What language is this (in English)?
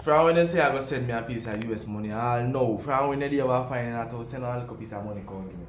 Jamaican Creole English